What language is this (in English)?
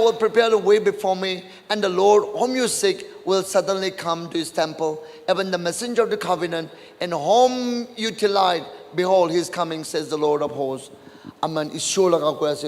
Naga Pidgin